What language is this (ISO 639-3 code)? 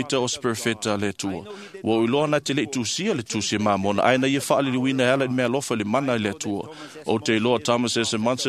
smo